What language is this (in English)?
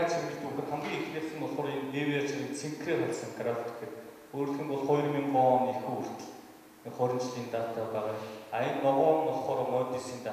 Mongolian